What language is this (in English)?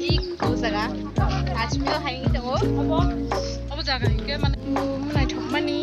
Kok Borok